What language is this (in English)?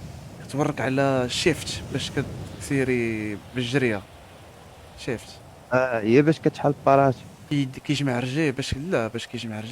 Moroccan Arabic